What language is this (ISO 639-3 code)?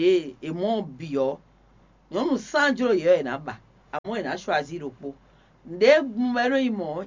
fon